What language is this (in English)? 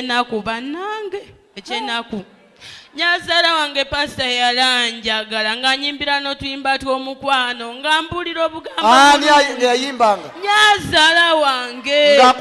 Ganda